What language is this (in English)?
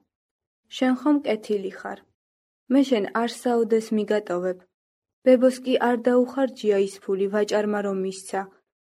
Georgian